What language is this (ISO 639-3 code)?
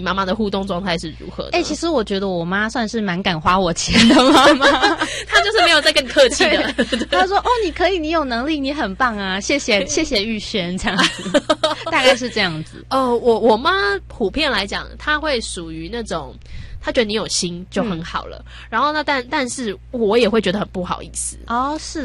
zho